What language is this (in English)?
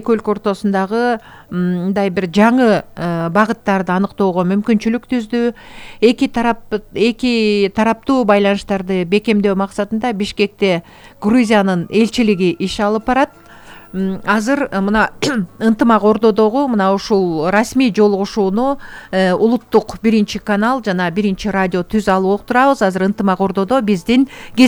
Kyrgyz